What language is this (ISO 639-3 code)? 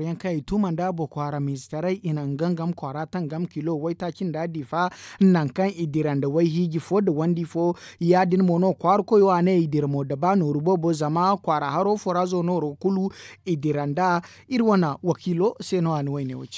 dje